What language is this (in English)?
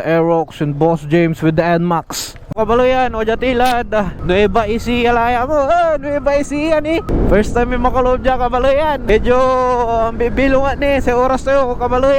Pangasinan